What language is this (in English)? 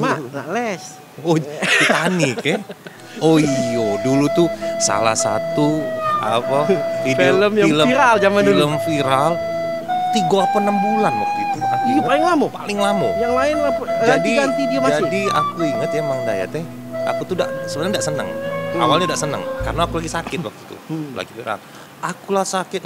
Musi